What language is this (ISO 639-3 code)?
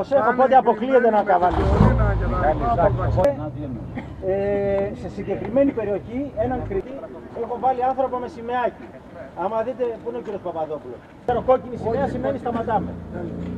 ell